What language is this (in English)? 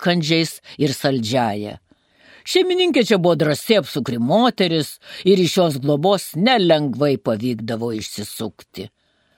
Lithuanian